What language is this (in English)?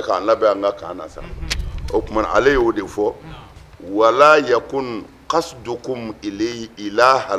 Bambara